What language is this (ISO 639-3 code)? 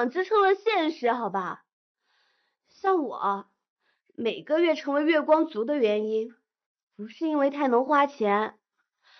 zho